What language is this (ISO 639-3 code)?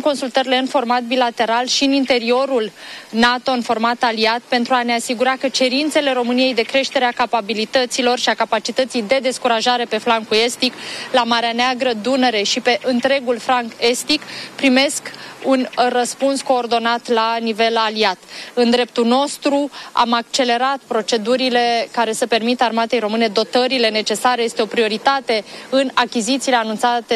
ron